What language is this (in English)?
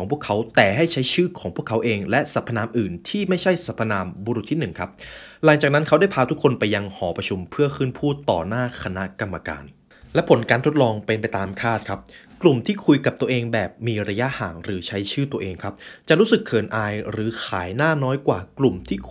Thai